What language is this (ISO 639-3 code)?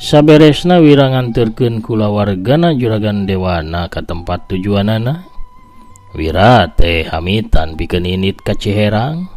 sun